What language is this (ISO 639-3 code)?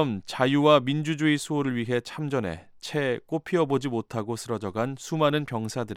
kor